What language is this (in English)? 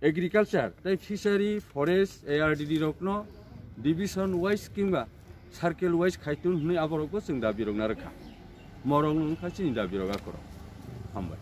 Kok Borok